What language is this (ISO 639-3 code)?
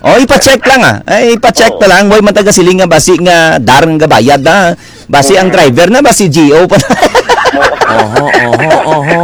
hil